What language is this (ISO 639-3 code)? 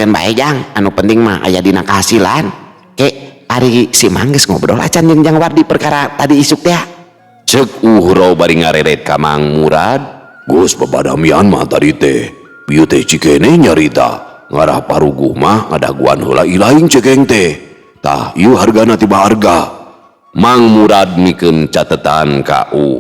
sun